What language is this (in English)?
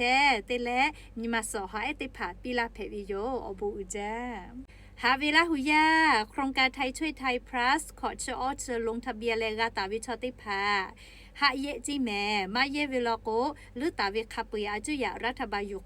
Lahu